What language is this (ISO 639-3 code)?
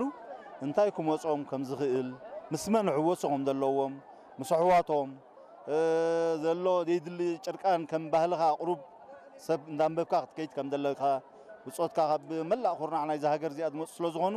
tir